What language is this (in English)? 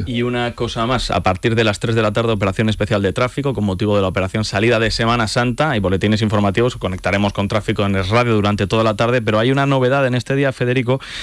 Spanish